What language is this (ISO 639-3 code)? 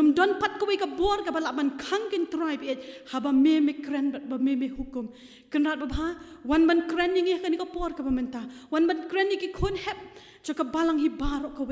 kha